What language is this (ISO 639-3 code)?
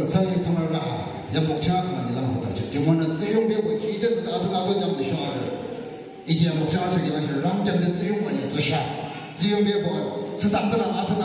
yim